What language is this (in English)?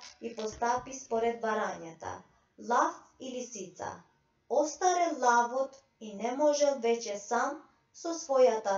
Macedonian